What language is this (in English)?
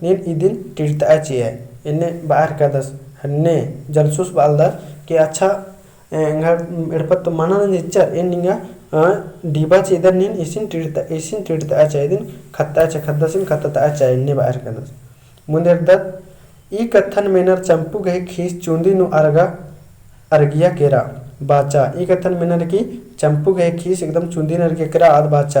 Kurukh